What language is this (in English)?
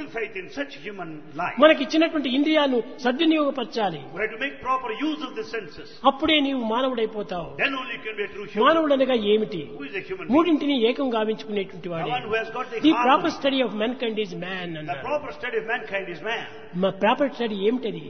Telugu